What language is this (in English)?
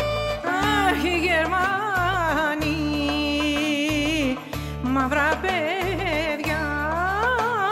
Greek